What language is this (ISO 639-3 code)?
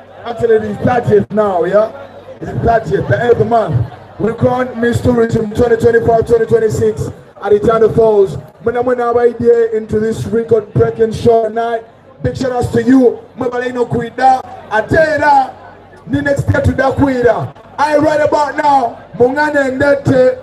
xog